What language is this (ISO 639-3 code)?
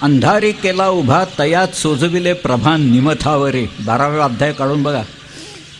mar